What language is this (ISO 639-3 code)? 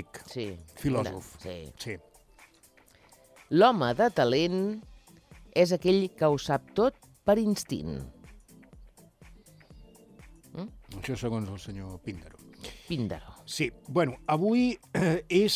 cat